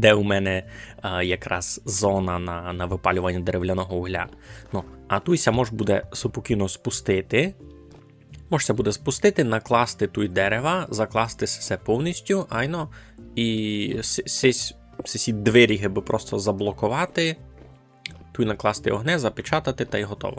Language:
Rusyn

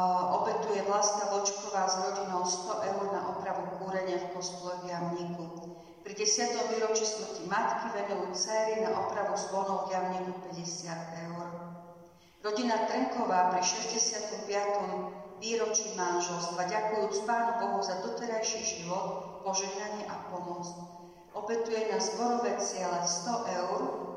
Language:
Slovak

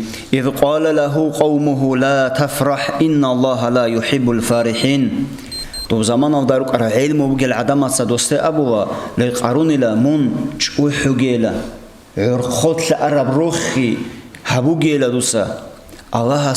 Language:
Avaric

